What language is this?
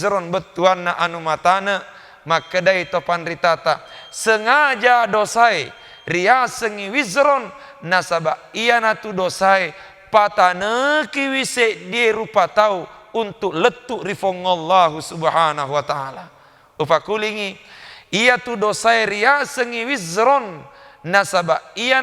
Buginese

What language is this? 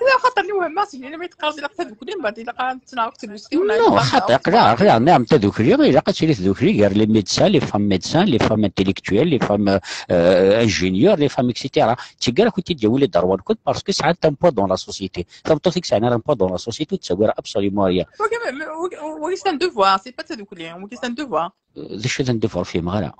Kabyle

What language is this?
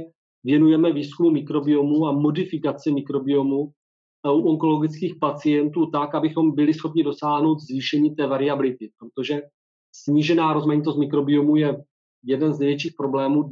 Czech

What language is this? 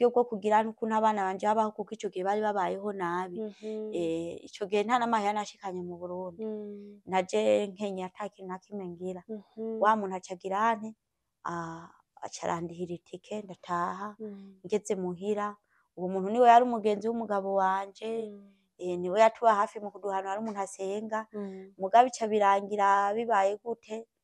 Rundi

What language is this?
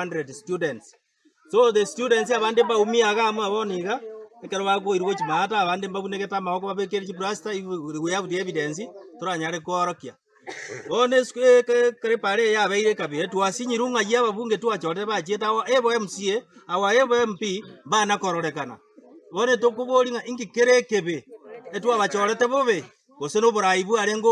Gusii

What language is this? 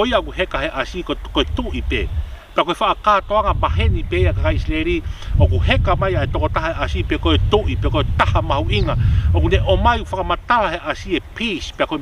Tongan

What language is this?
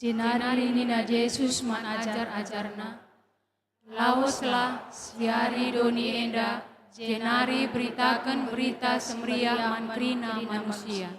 Batak Karo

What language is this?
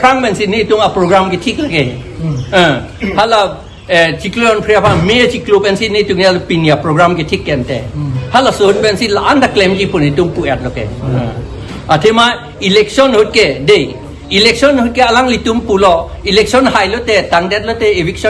Karbi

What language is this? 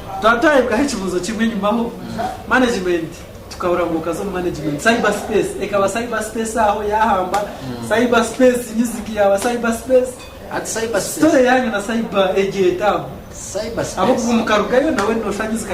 Nyankole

